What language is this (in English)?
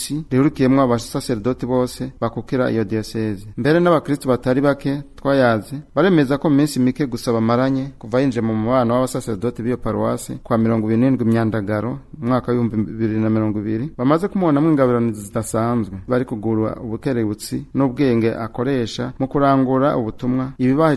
Rundi